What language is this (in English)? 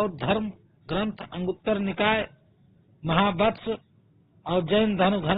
Magahi